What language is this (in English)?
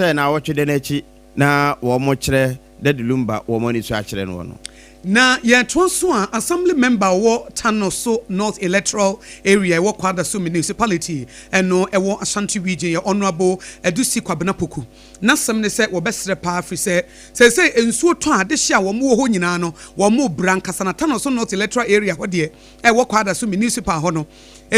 Akan